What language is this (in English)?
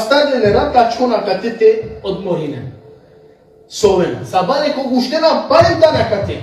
Balkan Romani